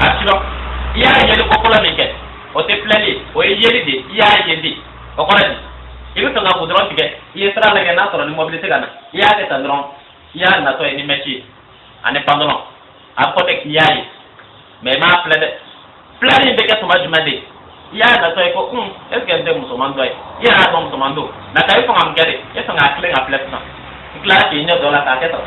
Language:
Bambara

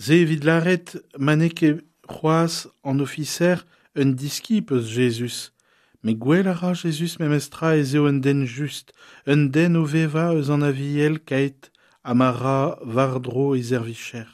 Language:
Breton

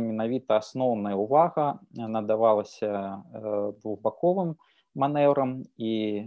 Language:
Belarusian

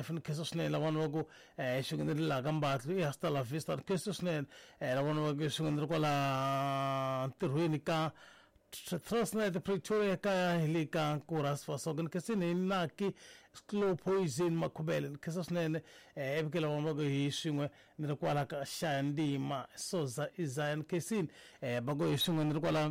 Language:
Tsonga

